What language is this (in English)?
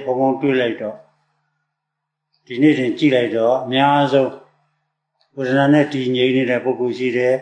Burmese